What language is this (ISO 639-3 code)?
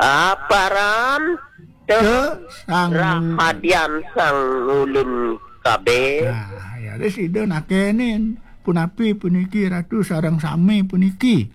ban